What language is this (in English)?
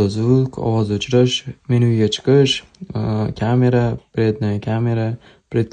Uzbek